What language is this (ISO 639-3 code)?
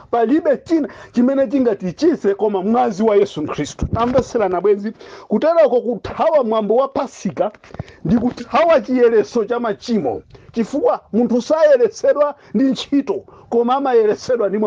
nya